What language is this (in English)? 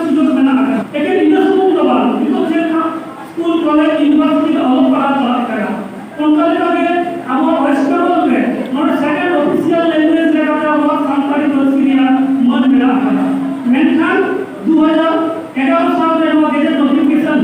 Santali